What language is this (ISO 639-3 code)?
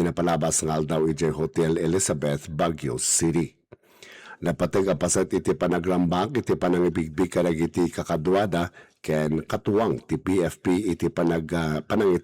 ilo